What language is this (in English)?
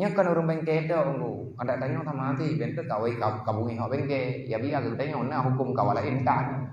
Achinese